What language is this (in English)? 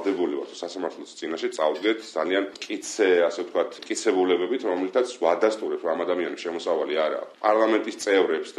Georgian